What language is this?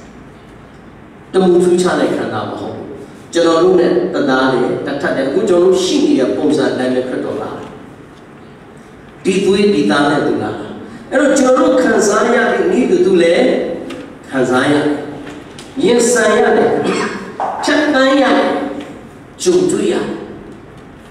Burmese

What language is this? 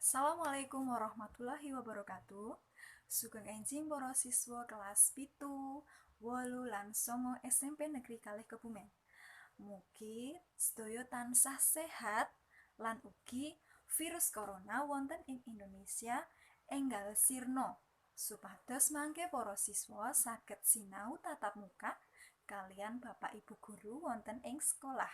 Javanese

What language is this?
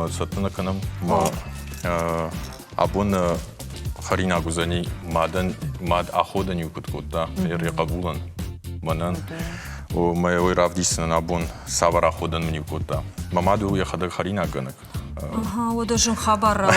Ossetic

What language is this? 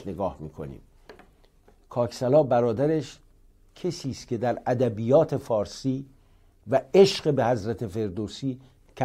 Persian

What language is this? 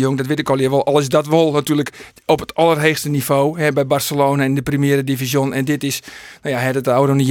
Western Frisian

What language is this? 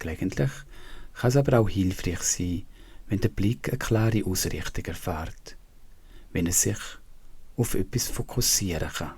Swiss German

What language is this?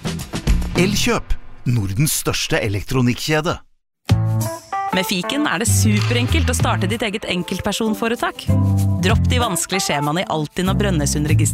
Norwegian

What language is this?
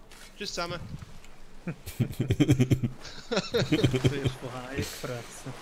Swiss German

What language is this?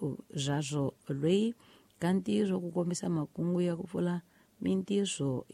Tsonga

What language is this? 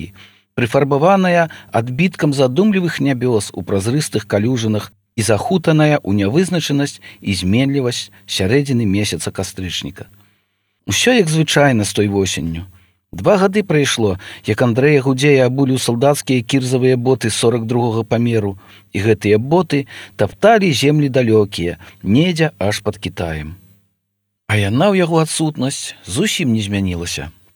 Belarusian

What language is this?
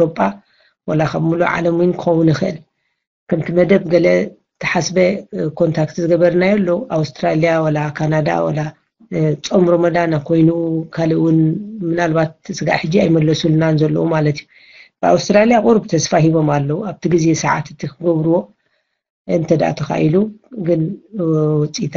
Tigrinya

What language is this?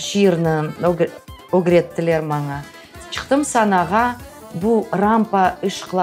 Crimean Tatar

